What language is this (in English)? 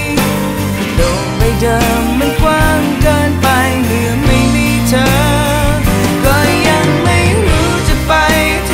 Thai